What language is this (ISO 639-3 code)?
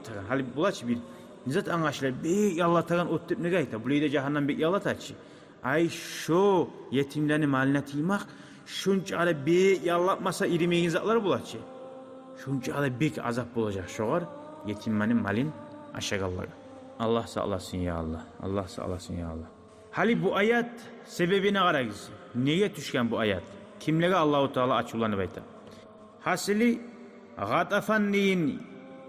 kum